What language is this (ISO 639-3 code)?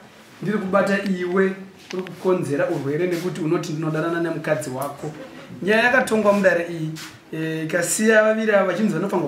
sna